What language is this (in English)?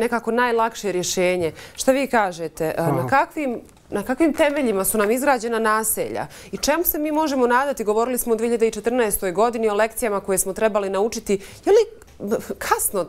Bosnian